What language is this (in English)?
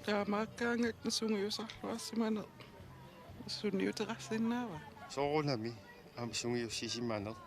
Kalaallisut